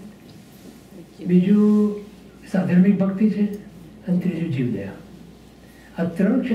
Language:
Gujarati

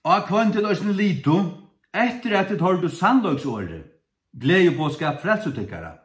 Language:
Faroese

